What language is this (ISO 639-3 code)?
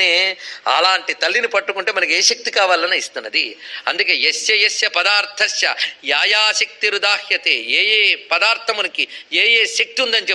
tel